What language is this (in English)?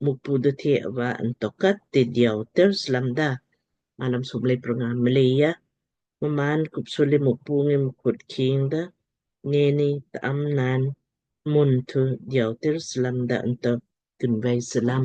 Lamkang